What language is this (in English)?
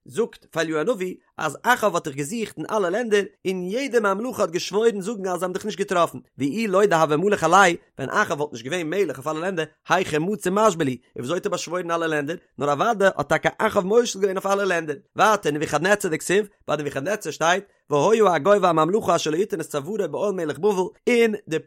Yiddish